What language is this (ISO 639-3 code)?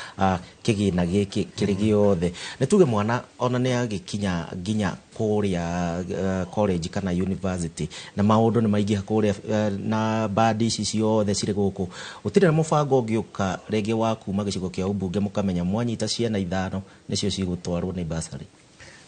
kik